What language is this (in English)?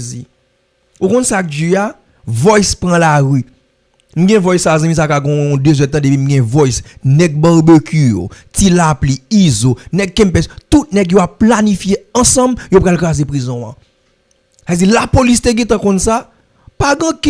Haitian Creole